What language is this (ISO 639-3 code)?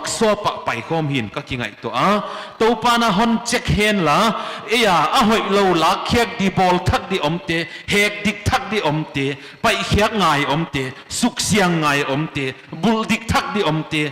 pck